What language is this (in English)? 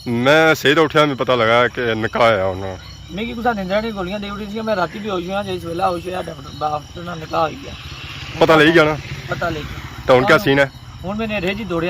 Pahari-Potwari